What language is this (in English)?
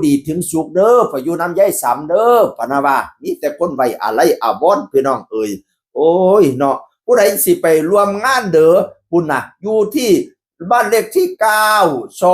Northeastern Thai